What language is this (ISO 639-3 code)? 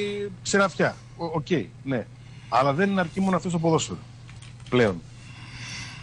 ell